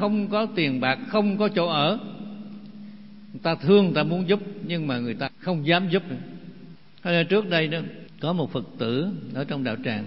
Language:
Vietnamese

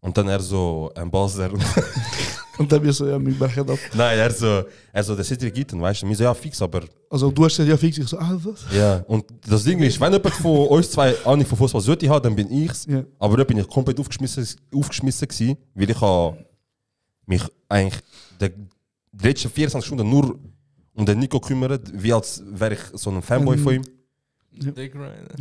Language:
Swiss German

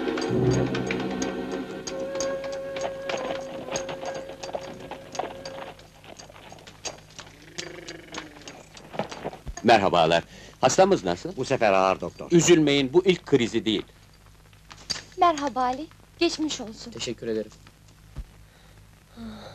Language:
Turkish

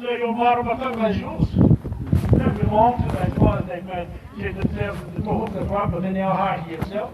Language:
Māori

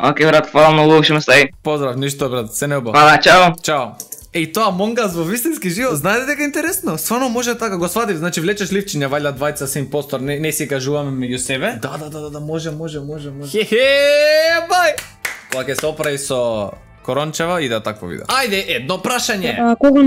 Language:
Macedonian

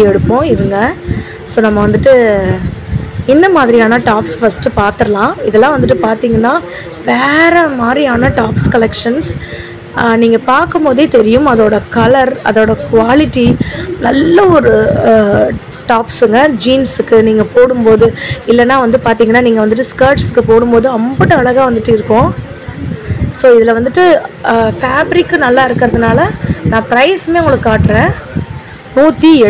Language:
Tamil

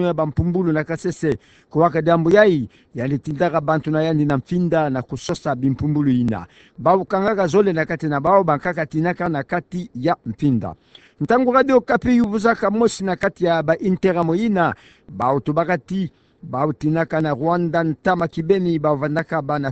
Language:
Kituba (Democratic Republic of Congo)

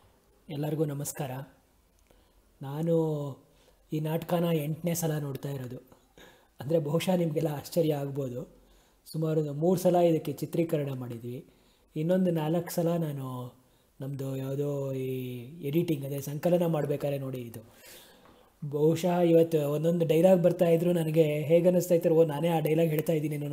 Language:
Kannada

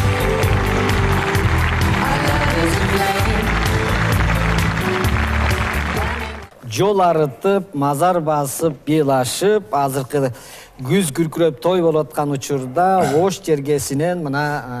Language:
Kyrgyz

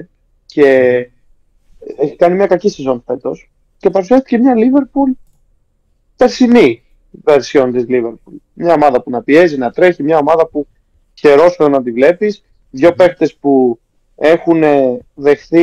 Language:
Greek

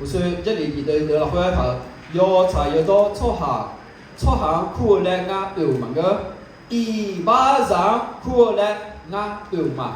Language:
Akha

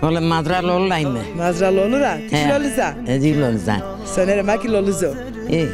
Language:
Zaza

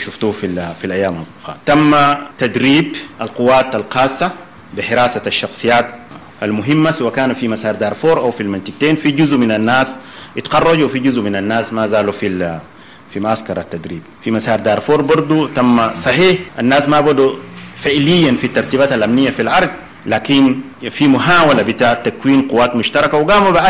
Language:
Sudanese Arabic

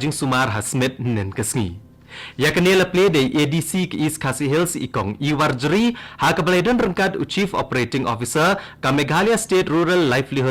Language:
Khasi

